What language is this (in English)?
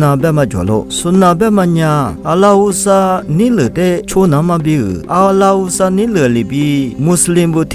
Lisu